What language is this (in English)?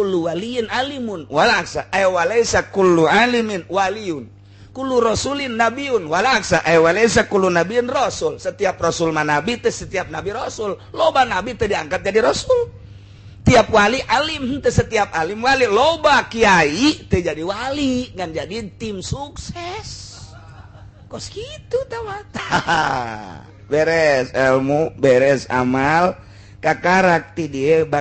Sundanese